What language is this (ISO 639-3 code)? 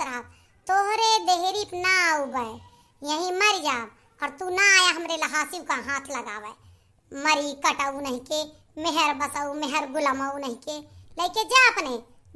awa